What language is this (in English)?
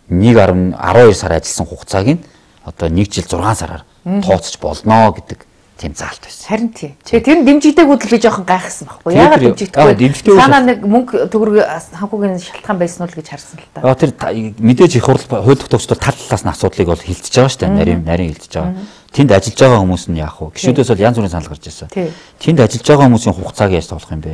Mongolian